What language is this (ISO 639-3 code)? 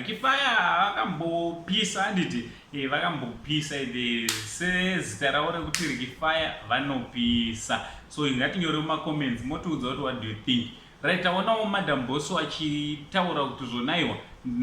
sna